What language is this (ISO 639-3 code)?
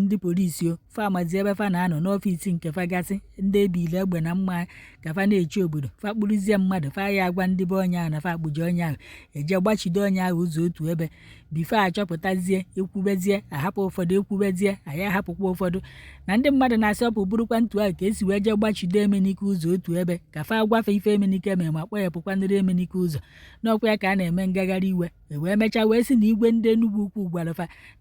ibo